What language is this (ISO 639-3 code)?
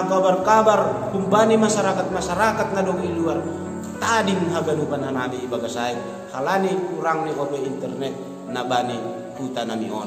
bts